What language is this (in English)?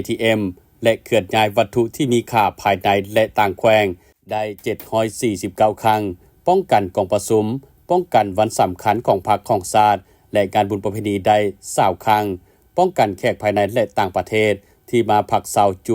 Lao